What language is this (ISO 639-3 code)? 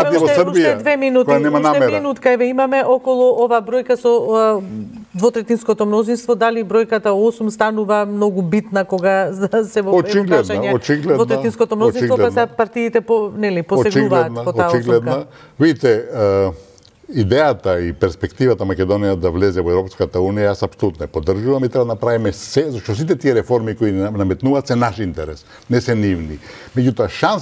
mkd